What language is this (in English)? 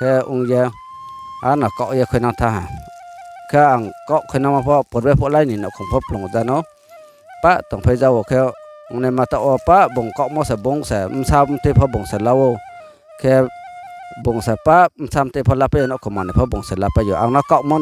Riang (India)